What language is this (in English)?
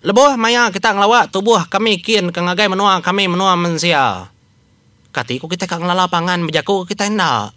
Iban